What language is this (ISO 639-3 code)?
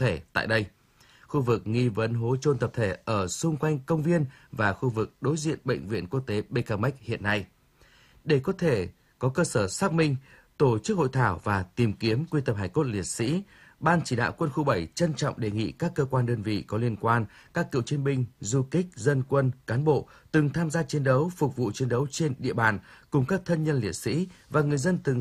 vie